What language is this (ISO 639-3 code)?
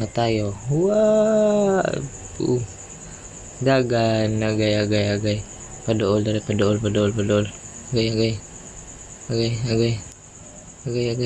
ceb